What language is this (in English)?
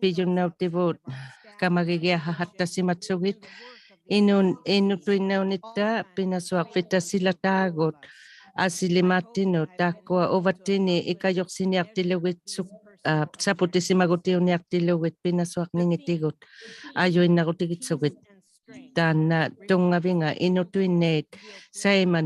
Inuktitut